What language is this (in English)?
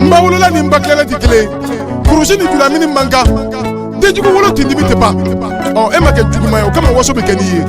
Bambara